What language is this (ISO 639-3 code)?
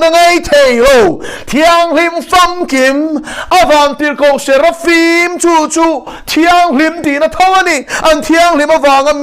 lus